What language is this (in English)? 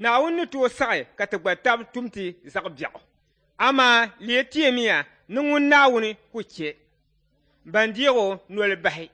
Dagbani